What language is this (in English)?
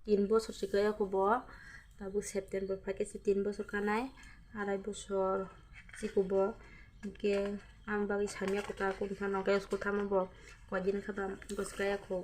Kok Borok